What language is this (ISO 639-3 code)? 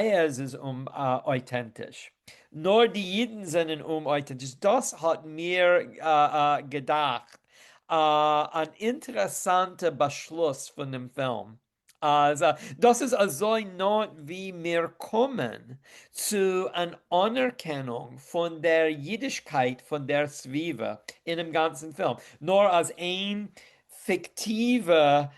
yid